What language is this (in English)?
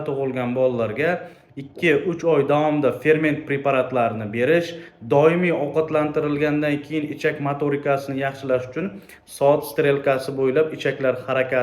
Uzbek